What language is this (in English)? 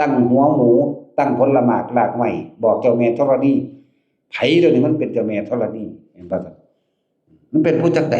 Northeastern Thai